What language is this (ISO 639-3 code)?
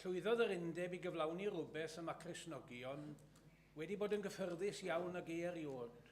cym